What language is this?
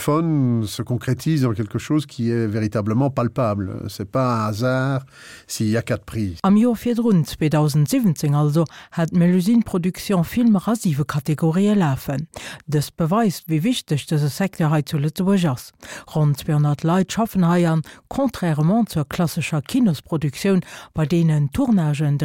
Luxembourgish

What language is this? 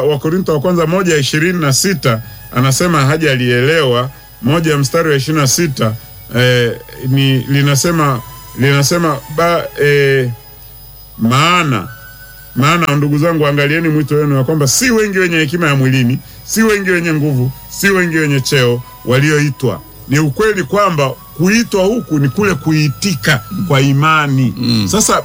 Swahili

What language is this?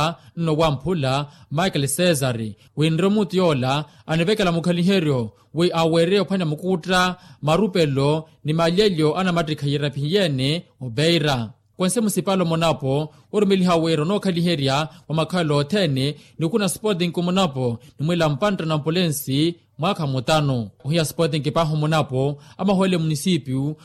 Makhuwa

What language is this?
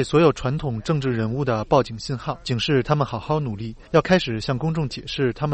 Chinese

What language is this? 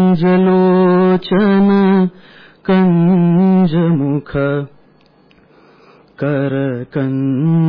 Marathi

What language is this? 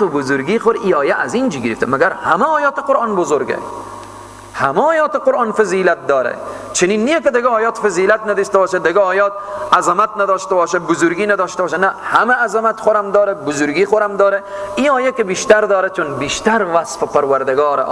Persian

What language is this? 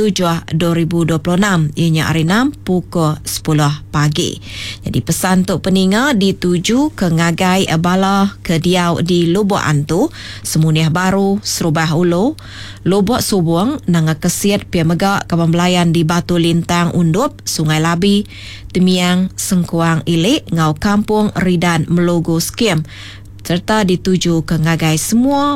Iban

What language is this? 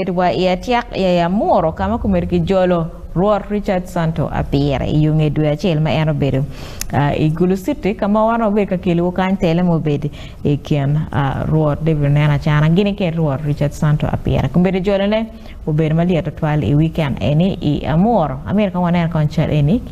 Acoli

